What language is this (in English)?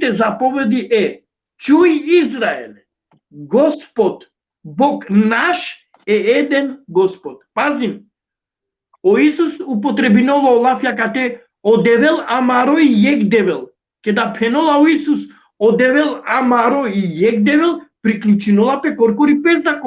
Balkan Romani